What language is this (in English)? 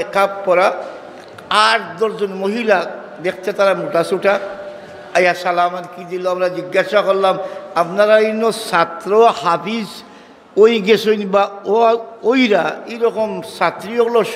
Sylheti